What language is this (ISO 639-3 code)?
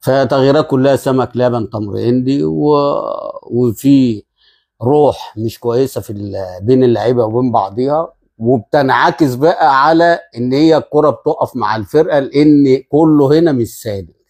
arz